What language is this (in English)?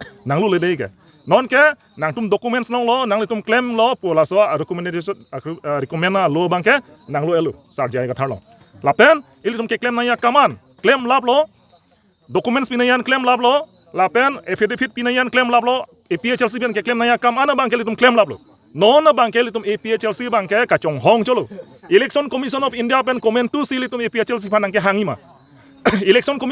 Karbi